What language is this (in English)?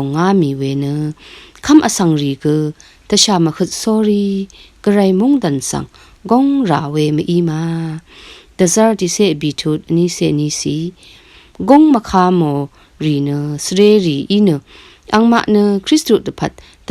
Rawang